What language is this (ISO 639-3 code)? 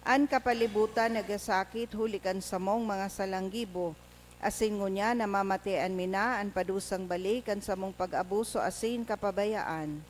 bik